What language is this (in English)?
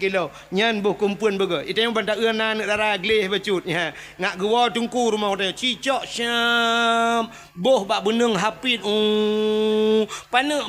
Achinese